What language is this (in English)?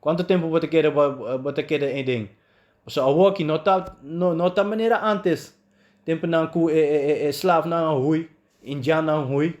Papiamento